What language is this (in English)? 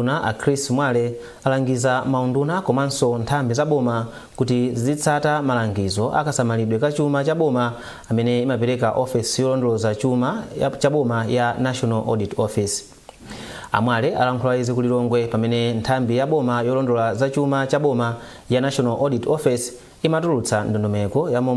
Nyanja